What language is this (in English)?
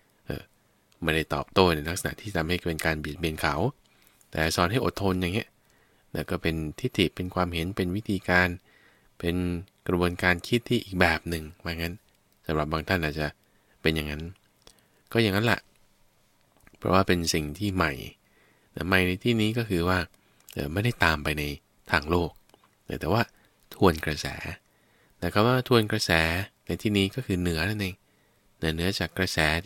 Thai